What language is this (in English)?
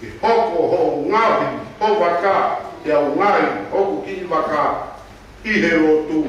Tongan